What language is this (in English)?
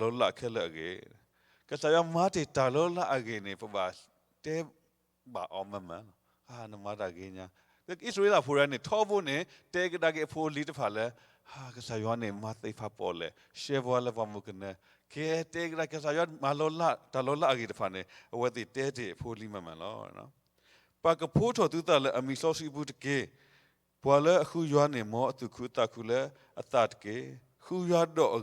S'gaw Karen